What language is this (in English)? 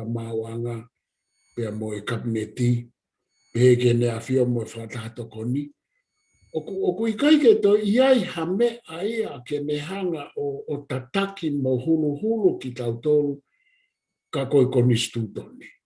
Tongan